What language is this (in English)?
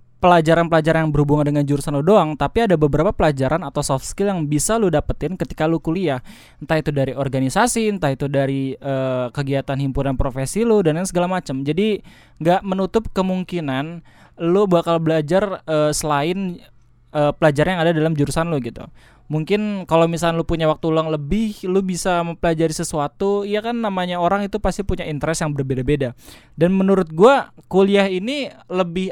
Indonesian